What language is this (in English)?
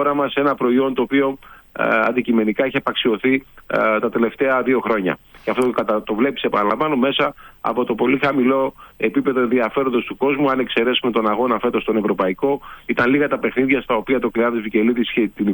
Greek